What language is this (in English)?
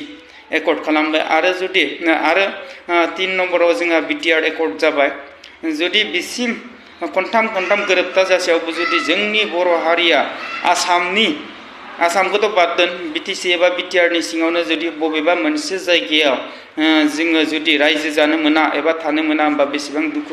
Bodo